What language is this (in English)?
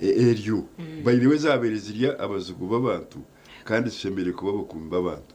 Nyankole